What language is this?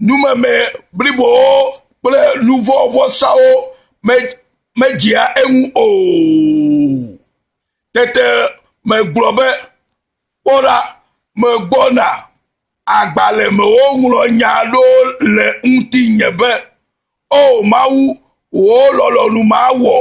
Ewe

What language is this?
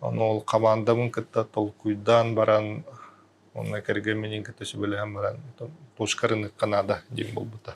Yakut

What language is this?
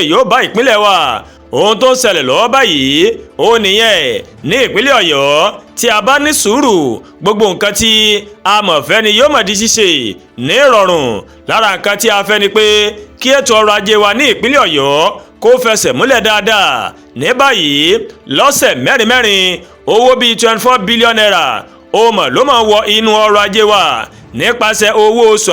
Yoruba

